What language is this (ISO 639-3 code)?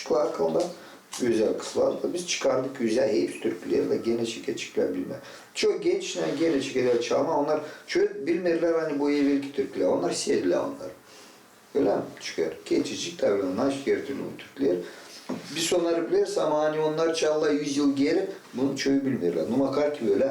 gag